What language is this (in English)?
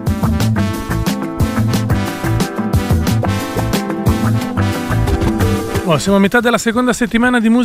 Italian